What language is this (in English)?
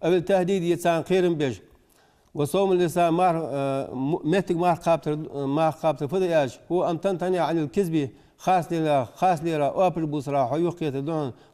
Ingush